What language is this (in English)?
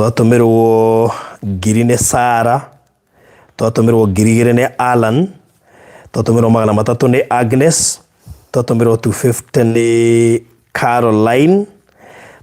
Kikuyu